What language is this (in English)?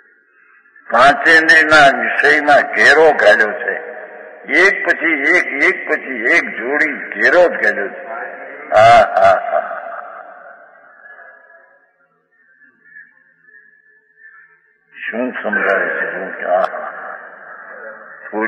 Gujarati